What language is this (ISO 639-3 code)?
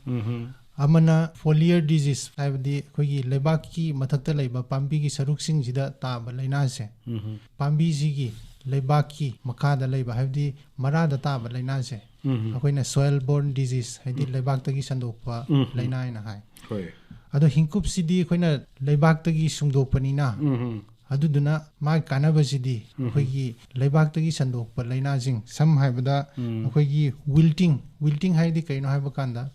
mni